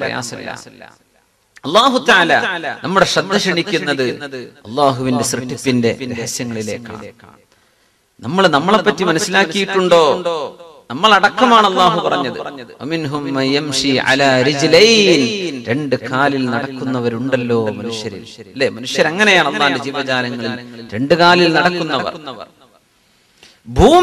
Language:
Malayalam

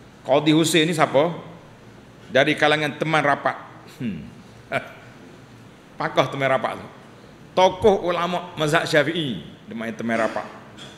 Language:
Malay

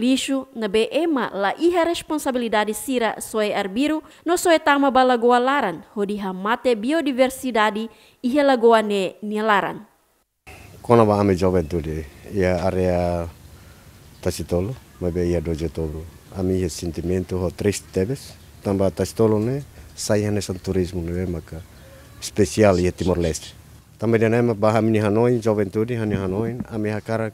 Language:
Tetum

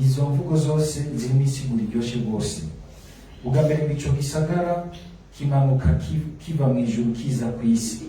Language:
Rundi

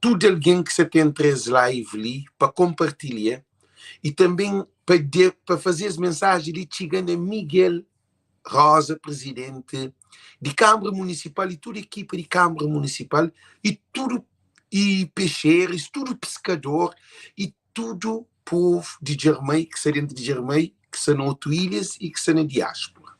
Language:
Kabuverdianu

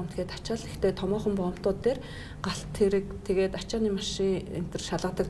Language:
Mongolian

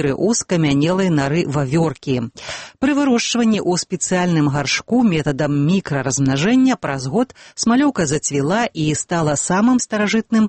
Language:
Belarusian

